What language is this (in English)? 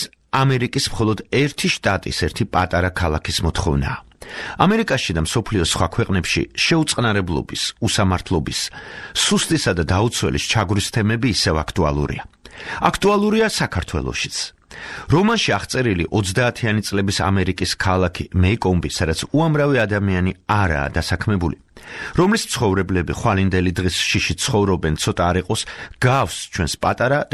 Georgian